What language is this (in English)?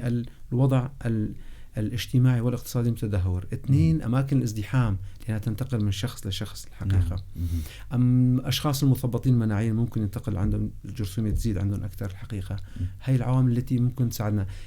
North Levantine Arabic